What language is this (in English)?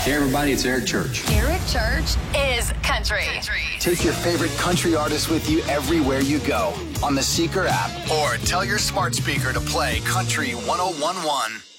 English